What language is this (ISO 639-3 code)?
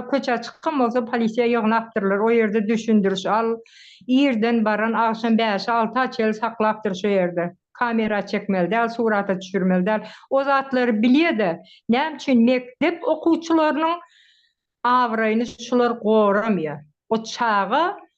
tuk